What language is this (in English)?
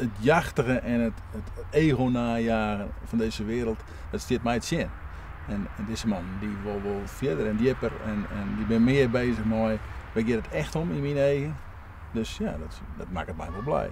Western Frisian